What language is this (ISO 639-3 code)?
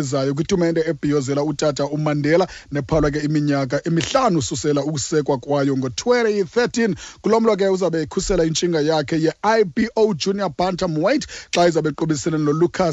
xho